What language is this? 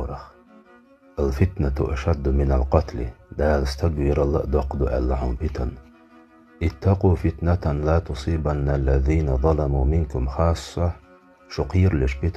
Chechen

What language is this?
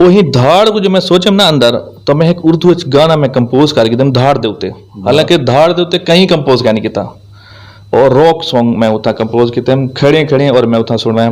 Saraiki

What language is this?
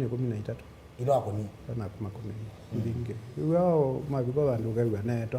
Kamba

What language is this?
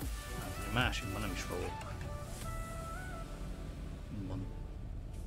Hungarian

